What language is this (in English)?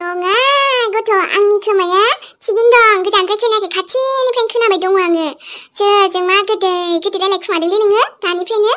Bodo